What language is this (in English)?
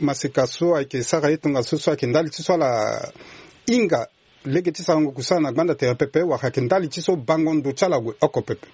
Sango